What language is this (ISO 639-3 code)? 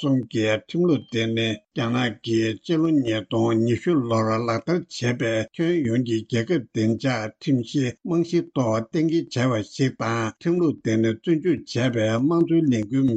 bod